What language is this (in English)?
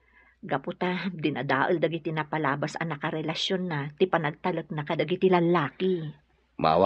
Iloko